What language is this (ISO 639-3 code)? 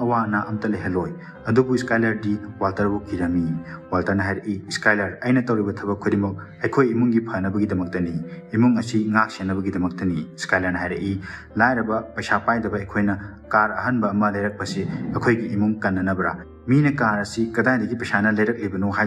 mni